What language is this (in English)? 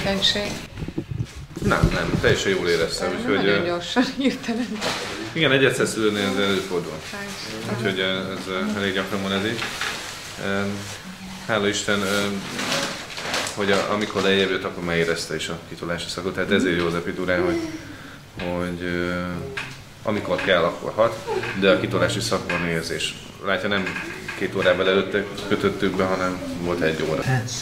Hungarian